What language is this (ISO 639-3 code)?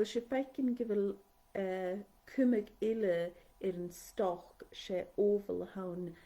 gla